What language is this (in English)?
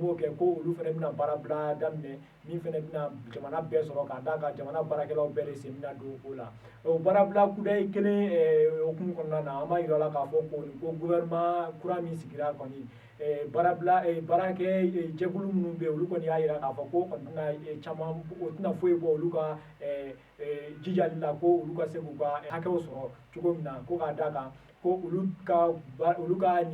Bambara